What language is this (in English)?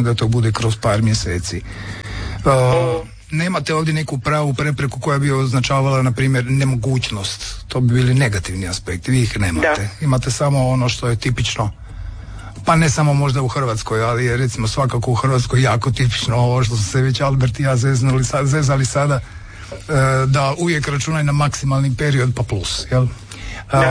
Croatian